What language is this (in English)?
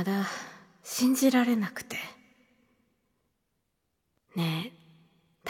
Japanese